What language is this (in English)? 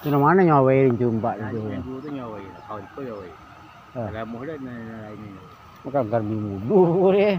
Minangkabau